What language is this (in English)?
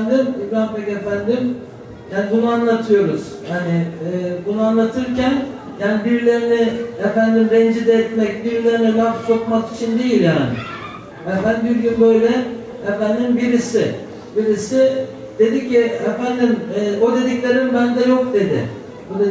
Turkish